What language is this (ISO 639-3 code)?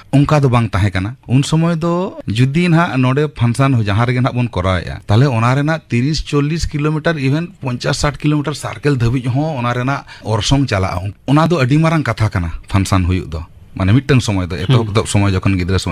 sat